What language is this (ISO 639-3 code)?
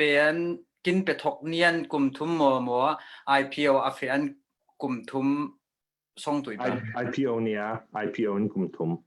cfm